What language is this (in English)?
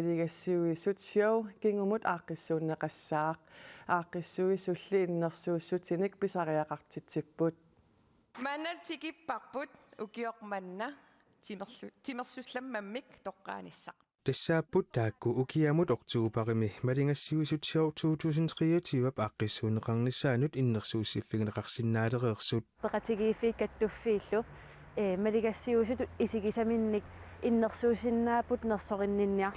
Kalaallisut